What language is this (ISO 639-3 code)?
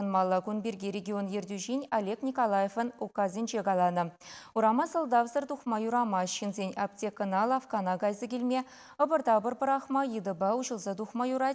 chv